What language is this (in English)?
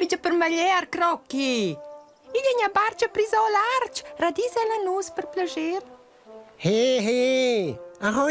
Romansh